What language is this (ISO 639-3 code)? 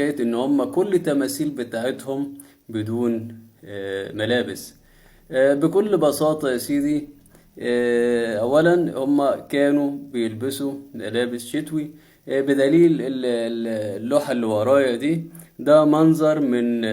arz